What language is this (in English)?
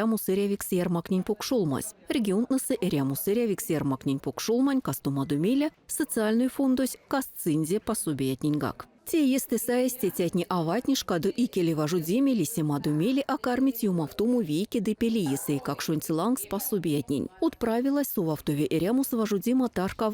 Erzya